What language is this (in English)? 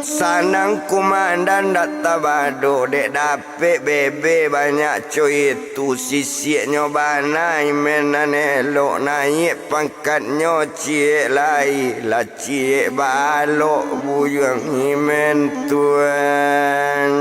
Minangkabau